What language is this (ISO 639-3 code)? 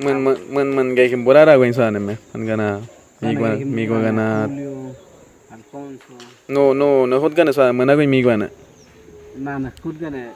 kwi